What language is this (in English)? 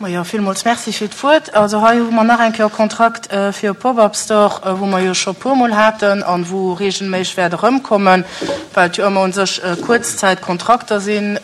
Luxembourgish